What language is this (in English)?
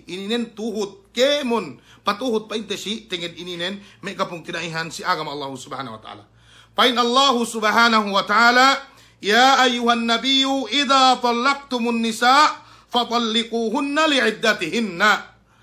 Yakan